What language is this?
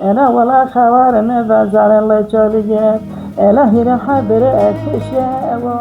Zaza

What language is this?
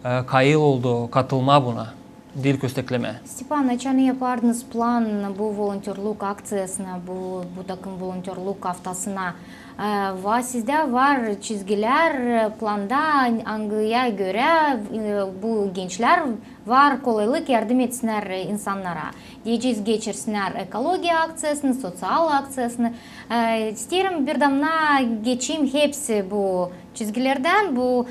Gagauz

